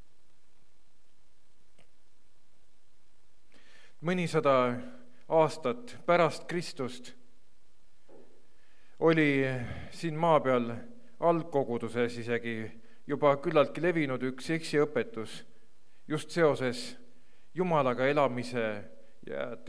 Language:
Estonian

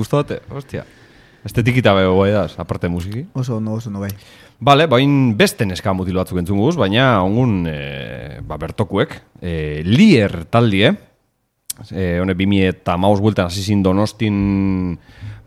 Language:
Basque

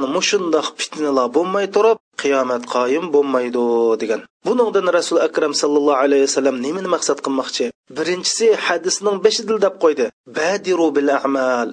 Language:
Uyghur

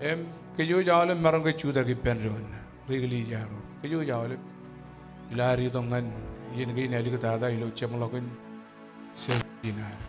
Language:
Marshallese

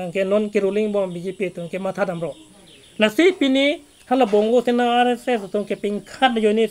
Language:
Karbi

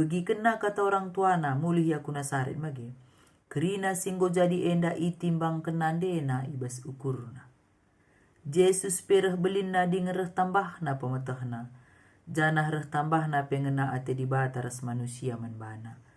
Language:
Batak Karo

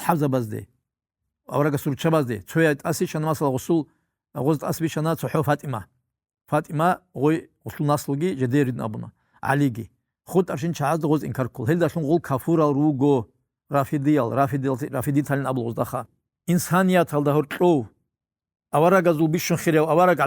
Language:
Avaric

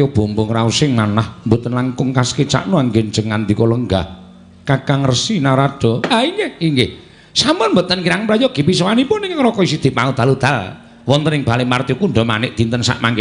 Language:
Javanese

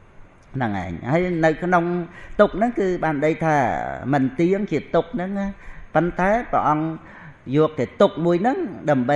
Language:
Khmer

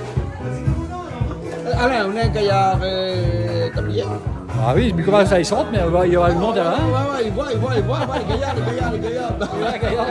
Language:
Réunion Creole French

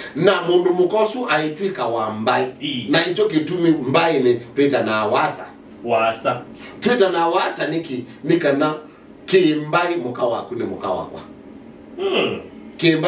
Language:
Kamba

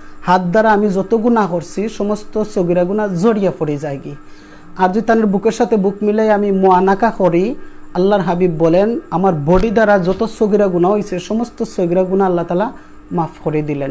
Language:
Sylheti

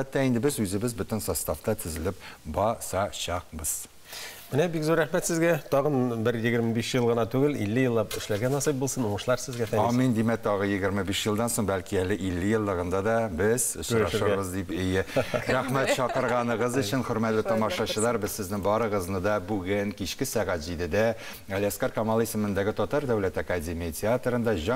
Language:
Tatar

